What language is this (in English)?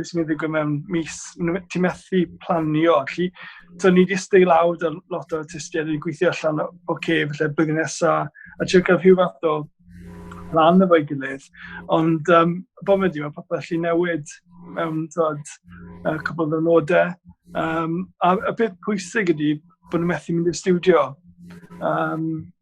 Welsh